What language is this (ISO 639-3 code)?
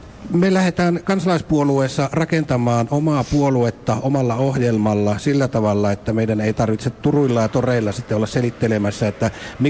fin